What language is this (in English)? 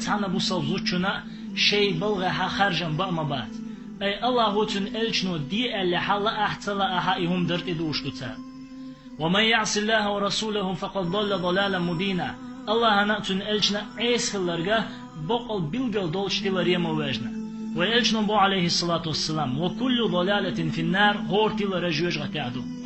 Chechen